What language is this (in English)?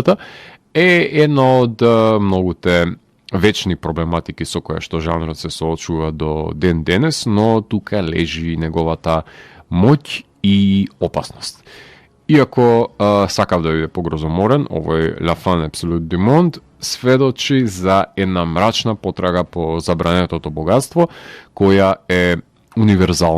Macedonian